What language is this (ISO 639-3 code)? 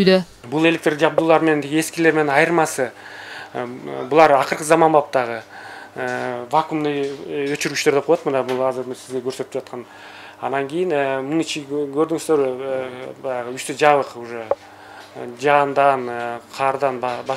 kir